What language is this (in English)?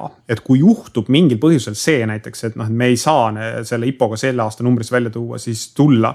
Estonian